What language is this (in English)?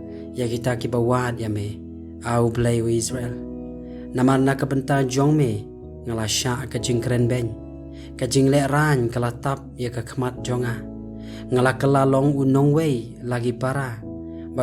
Khasi